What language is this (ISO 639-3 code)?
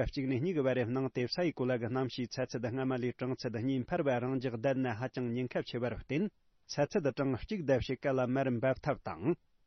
bod